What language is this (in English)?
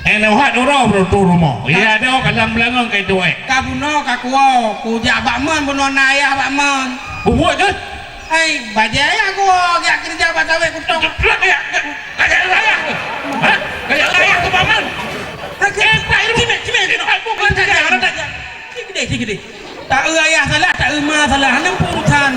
Achinese